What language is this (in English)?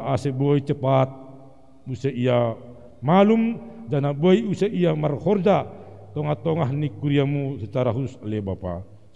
Batak Simalungun